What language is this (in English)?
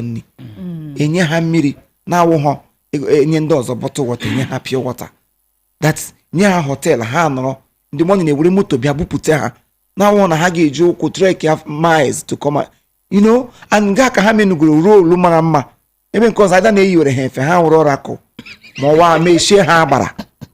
Igbo